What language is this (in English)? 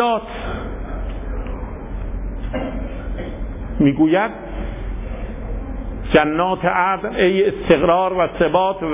Persian